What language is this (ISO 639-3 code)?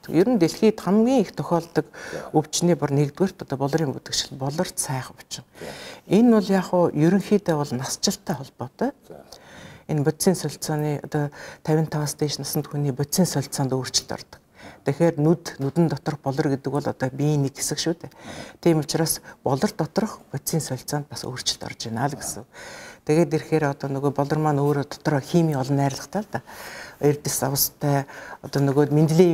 mon